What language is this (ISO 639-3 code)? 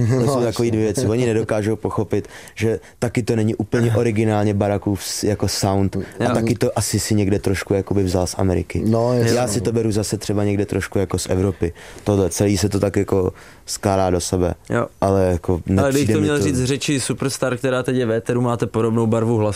ces